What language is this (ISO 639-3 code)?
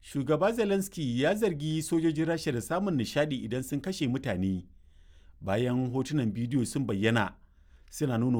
hau